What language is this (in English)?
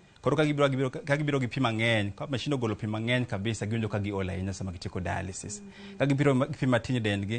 Luo (Kenya and Tanzania)